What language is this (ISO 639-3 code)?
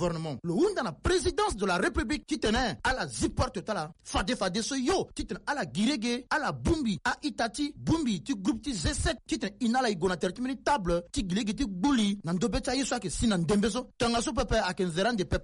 sag